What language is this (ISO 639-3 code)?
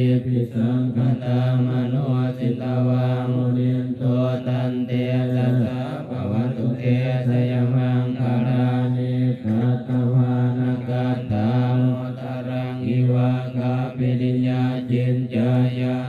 pli